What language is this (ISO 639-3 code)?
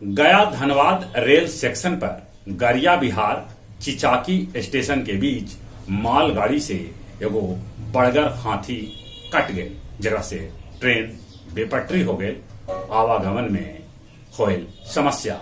mag